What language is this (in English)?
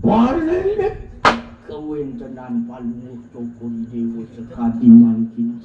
Balinese